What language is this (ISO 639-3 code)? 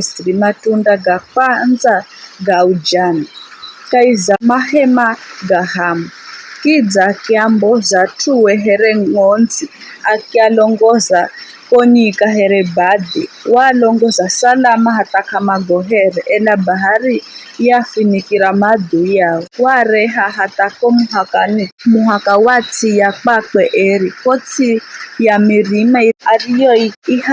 nyf